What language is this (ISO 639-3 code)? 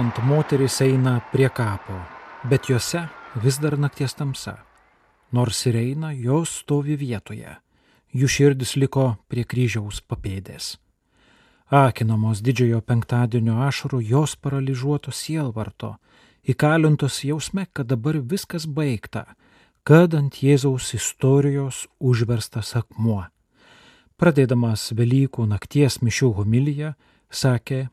lit